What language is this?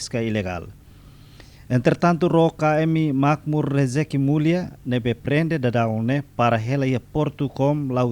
Tetum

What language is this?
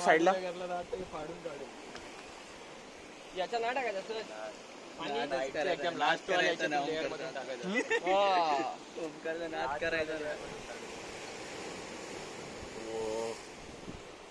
Marathi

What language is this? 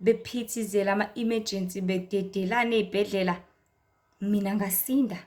Zulu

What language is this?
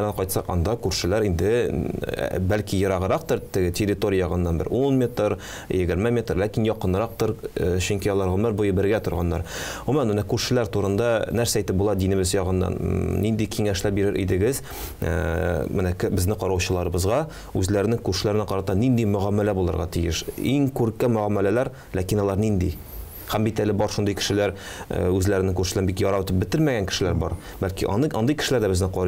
Tatar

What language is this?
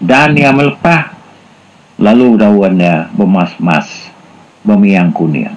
Iban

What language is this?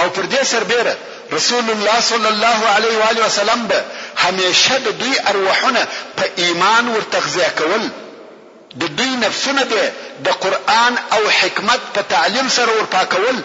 Pashto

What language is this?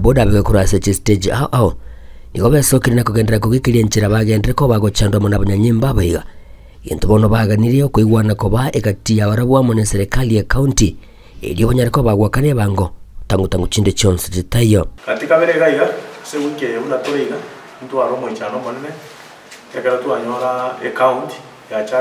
Gusii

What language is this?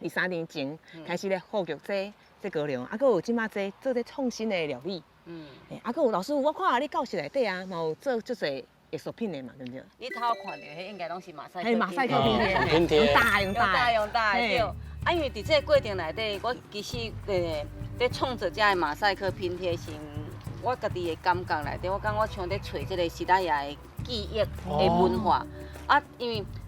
Min Nan Chinese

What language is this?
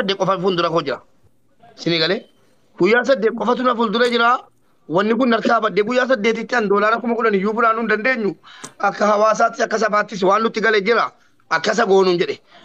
Oromo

